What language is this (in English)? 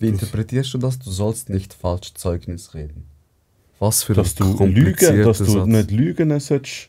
Swiss German